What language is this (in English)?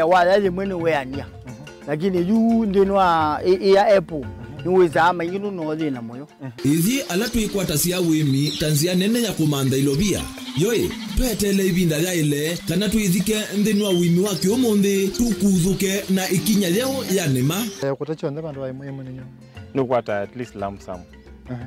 Kamba